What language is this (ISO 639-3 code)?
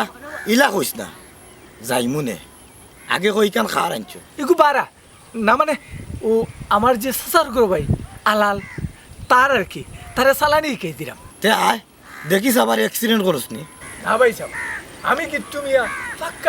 syl